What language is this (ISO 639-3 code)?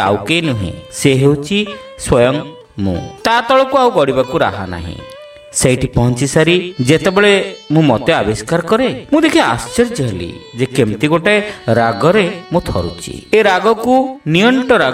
ori